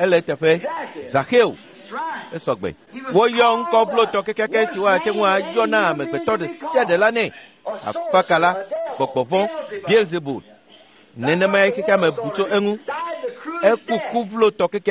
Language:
Ewe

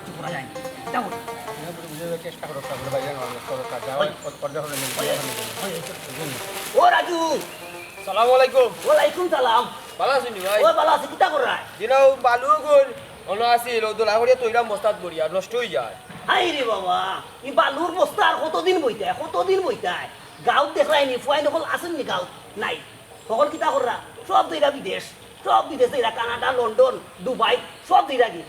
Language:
Sylheti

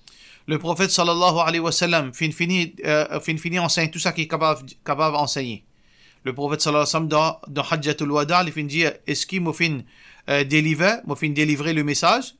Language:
Morisyen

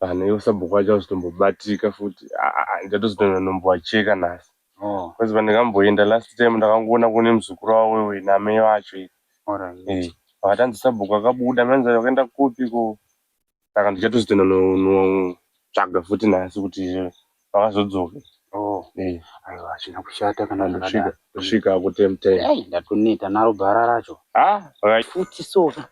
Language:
Shona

